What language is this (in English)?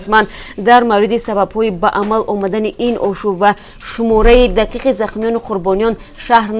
Tajik